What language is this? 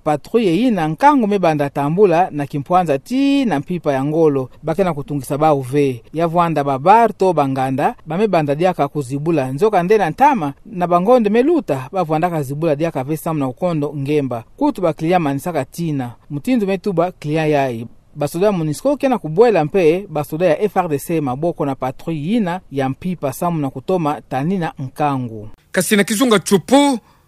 Kituba (Democratic Republic of Congo)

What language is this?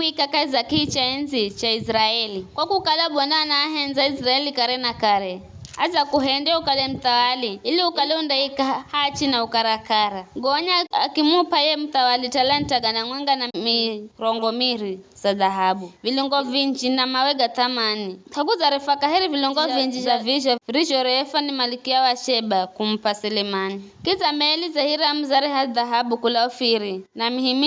Giryama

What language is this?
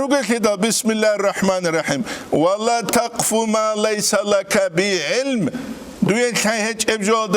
Avaric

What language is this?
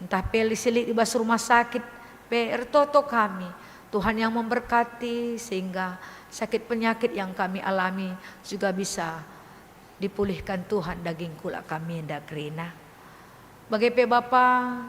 Batak Karo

